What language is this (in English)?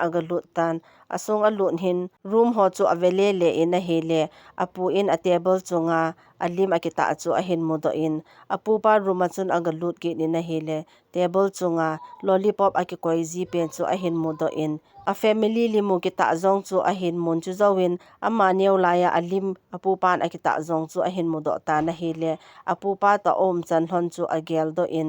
Thado Chin